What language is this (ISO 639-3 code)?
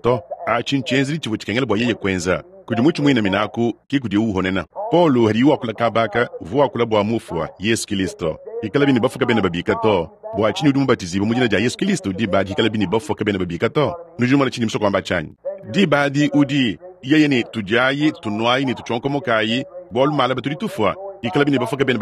lua